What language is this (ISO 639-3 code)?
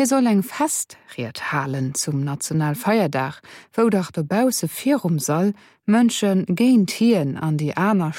ltz